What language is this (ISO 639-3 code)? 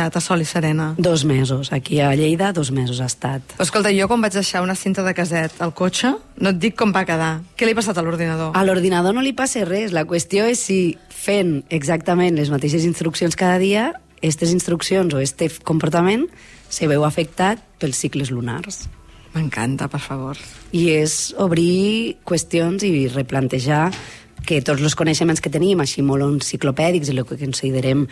cat